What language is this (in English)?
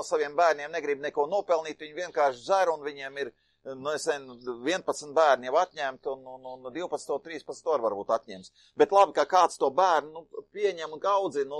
Latvian